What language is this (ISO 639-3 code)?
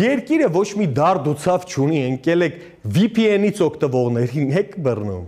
hye